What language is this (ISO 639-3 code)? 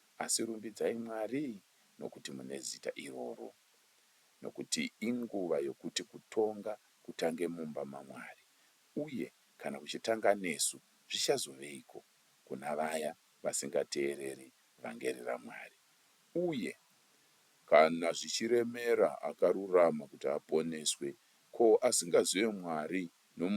sna